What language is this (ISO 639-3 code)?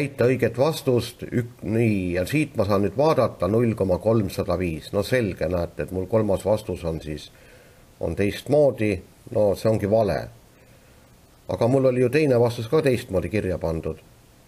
est